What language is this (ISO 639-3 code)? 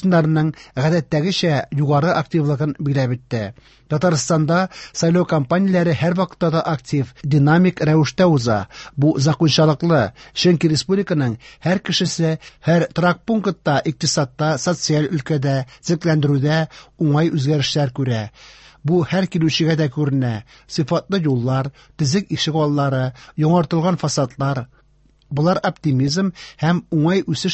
tat